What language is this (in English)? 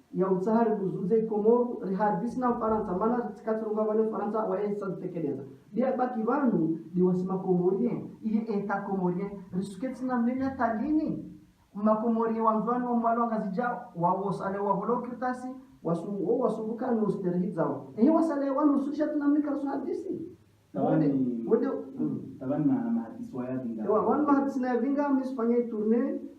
Ngazidja Comorian